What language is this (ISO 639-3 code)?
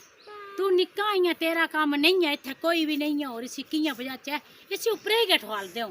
doi